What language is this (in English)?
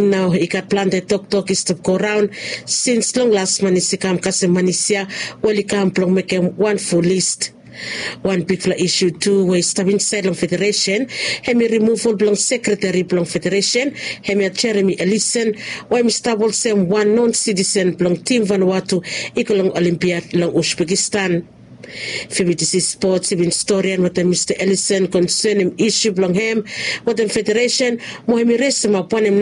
Bislama